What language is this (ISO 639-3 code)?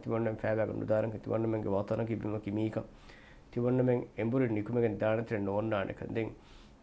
div